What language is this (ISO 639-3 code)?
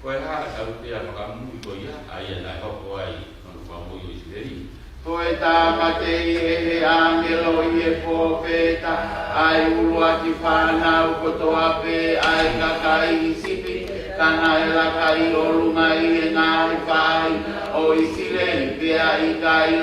ton